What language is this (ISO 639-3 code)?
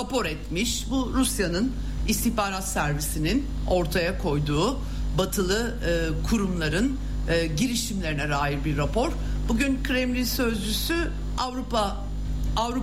tur